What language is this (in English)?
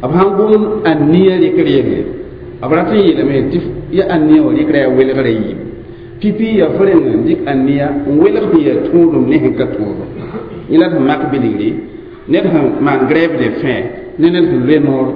Mossi